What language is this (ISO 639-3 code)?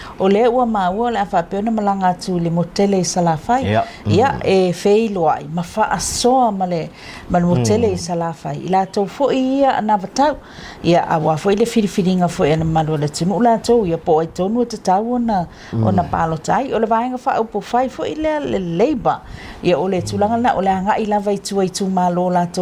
smo